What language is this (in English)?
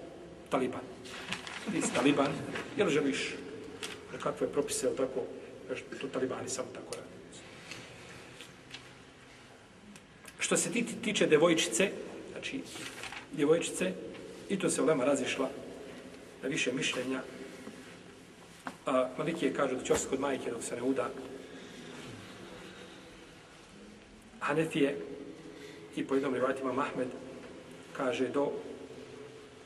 Bosnian